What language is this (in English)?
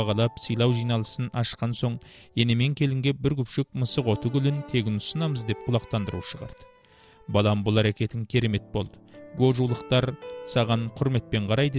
Kazakh